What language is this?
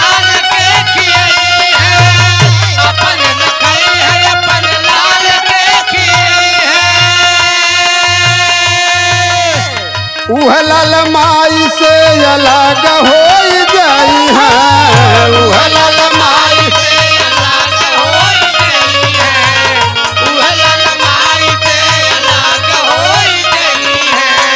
Bhojpuri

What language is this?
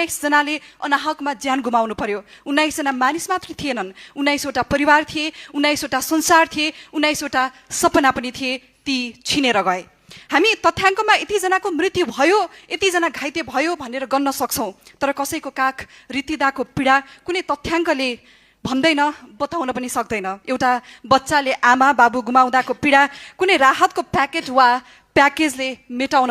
Nepali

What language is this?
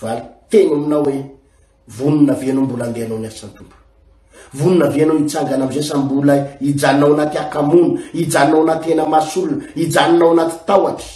Malagasy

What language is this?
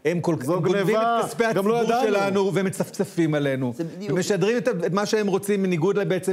Hebrew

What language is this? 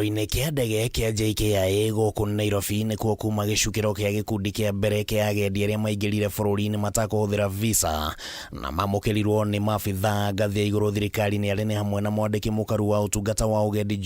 Kikuyu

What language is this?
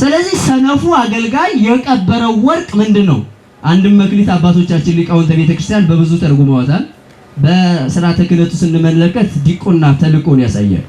Amharic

